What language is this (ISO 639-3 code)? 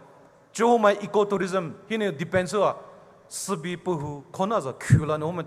pmx